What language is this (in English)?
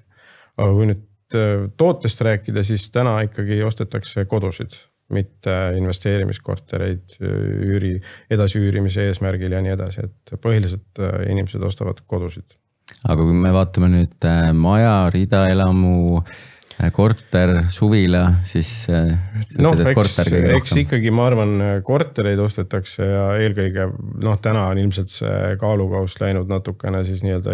Estonian